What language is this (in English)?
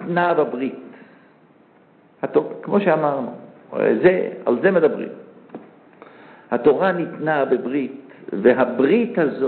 Hebrew